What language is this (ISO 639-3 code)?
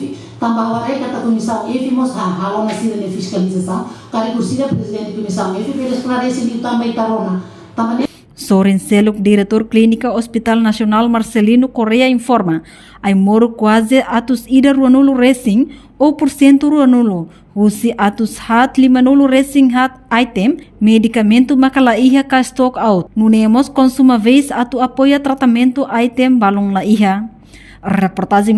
tet